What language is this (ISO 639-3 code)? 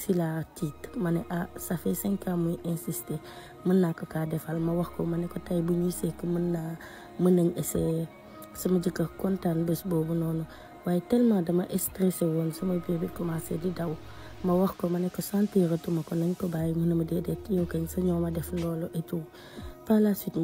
wol